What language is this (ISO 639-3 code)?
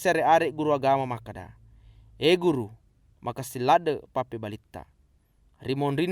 bug